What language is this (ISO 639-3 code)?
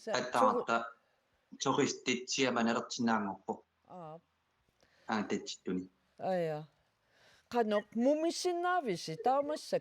kal